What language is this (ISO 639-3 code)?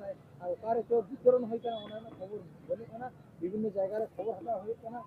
sat